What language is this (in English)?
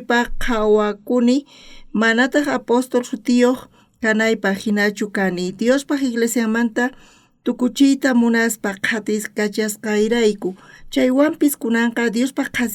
South Bolivian Quechua